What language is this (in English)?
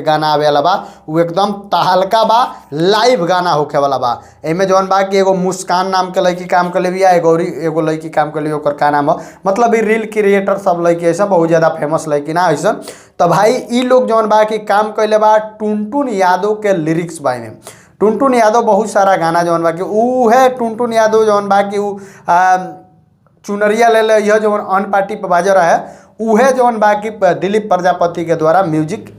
Bhojpuri